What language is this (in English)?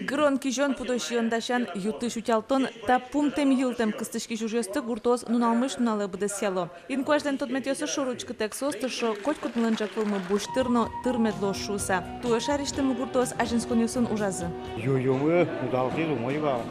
Udmurt